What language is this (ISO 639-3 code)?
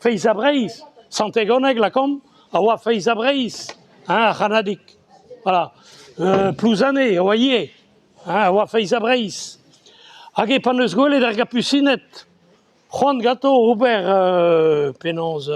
bre